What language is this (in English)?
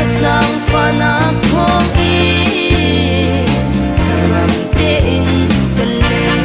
Hakha Chin